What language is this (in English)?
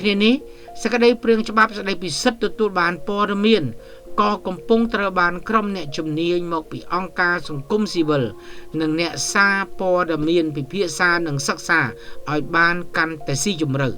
Khmer